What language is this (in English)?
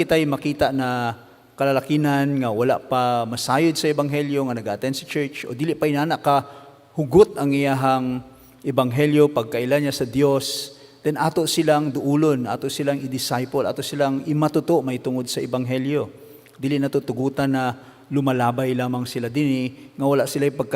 Cebuano